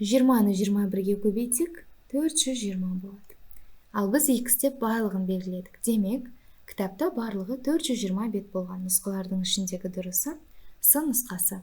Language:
Kazakh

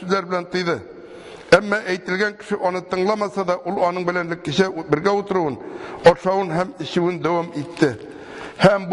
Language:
Tatar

